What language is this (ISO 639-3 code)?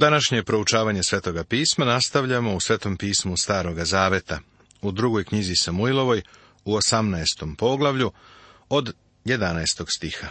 srp